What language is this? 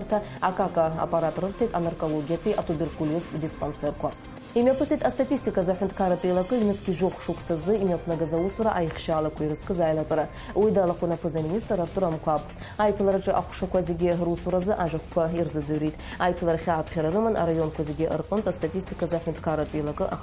Abkhazian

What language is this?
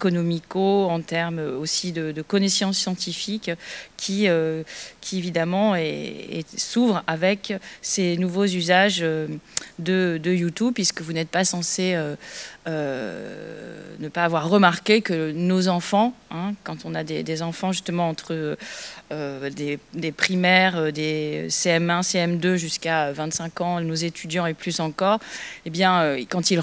French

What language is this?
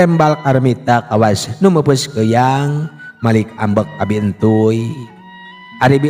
Sundanese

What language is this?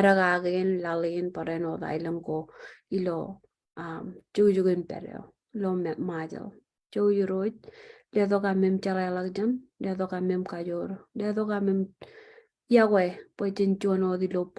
Marshallese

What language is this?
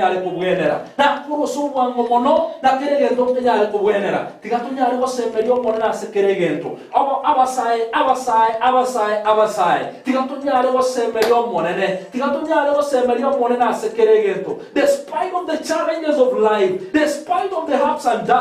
Gusii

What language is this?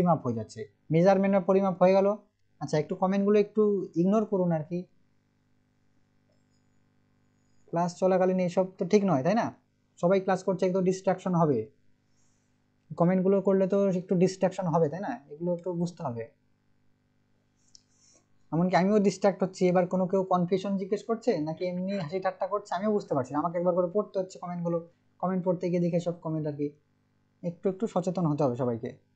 Bangla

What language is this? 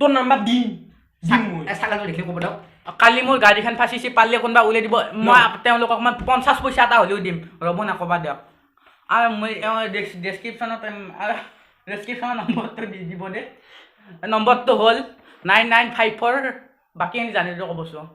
Assamese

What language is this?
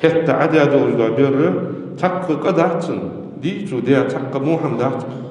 Ingush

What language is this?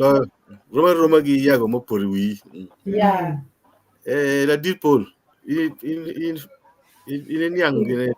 Acoli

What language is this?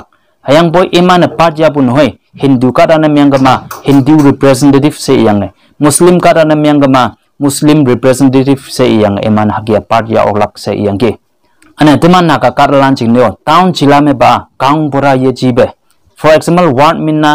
Konyak Naga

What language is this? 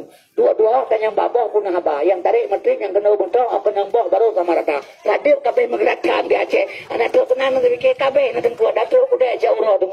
Achinese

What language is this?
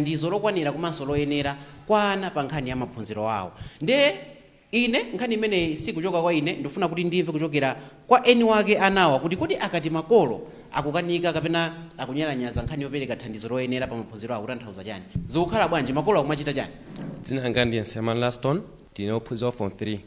Nyanja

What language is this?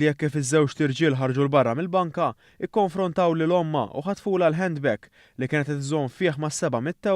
Maltese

